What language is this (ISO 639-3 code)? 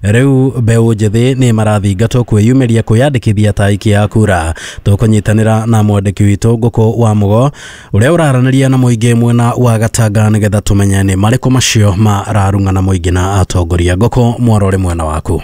kik